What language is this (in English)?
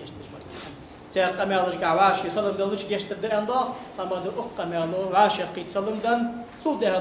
Ingush